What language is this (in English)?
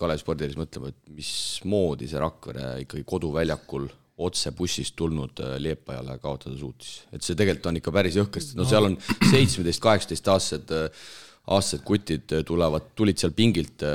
Estonian